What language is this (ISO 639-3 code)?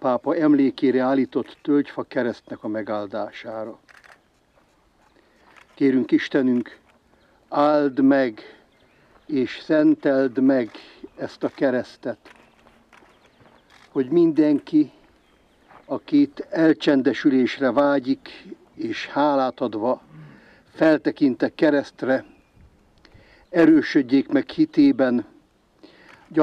hun